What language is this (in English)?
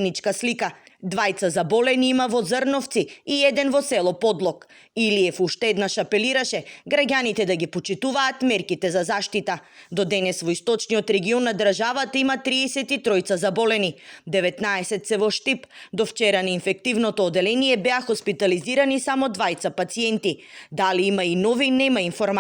Macedonian